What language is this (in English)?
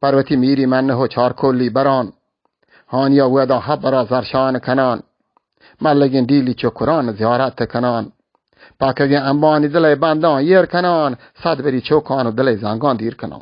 Baluchi